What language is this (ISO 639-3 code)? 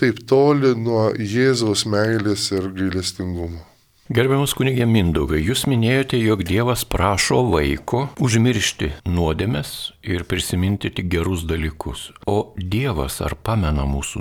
lit